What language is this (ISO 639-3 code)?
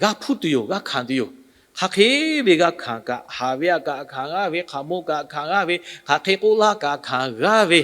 lhu